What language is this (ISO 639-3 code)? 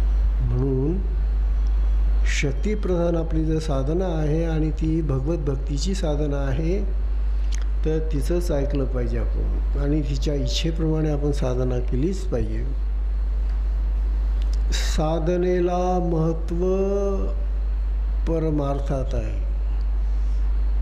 mar